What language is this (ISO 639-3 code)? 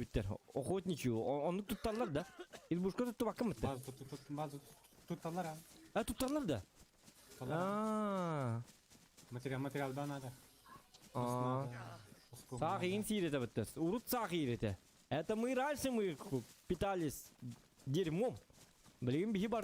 sah